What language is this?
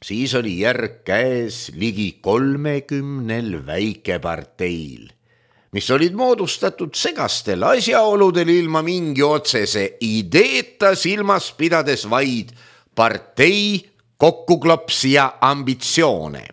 Estonian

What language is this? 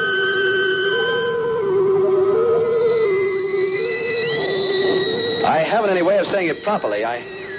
English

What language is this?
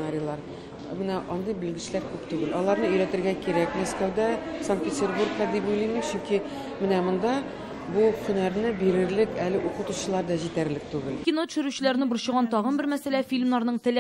Tatar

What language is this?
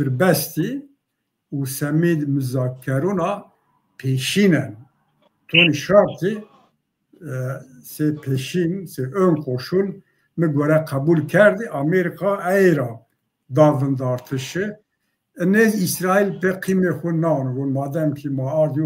Zaza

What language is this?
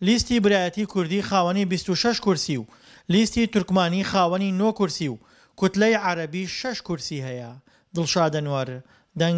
Central Kurdish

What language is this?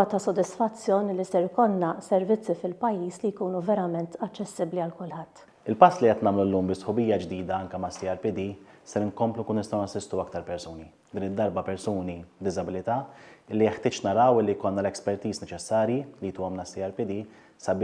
Maltese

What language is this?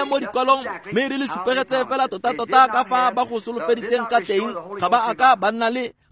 Tswana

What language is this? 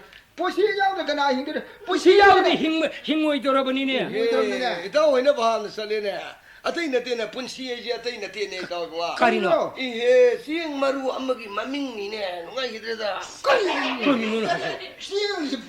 Manipuri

